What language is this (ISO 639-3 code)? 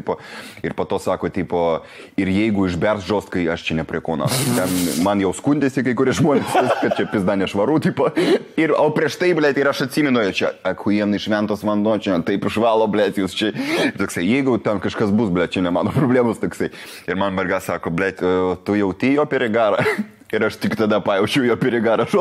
lit